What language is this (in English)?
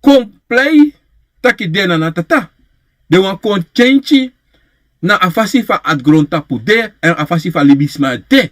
Sranan Tongo